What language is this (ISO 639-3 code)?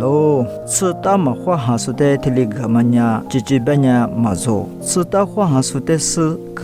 lis